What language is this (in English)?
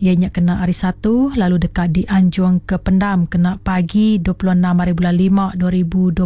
Iban